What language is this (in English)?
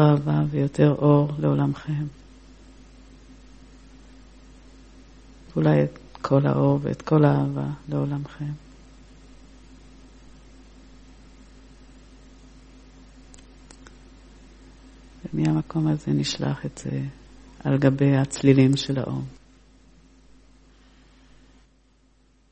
Hebrew